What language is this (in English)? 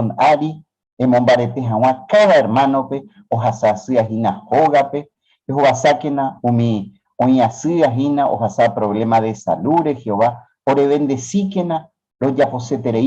Guarani